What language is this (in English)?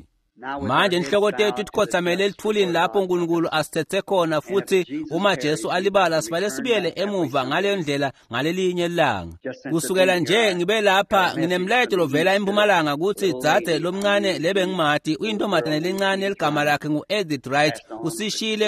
Swati